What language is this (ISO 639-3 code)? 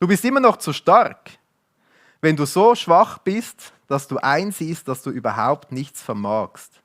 gsw